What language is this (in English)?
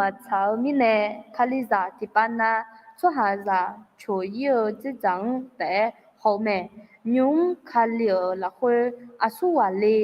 Akha